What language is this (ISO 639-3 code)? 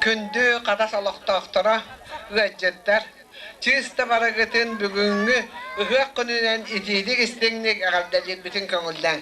sah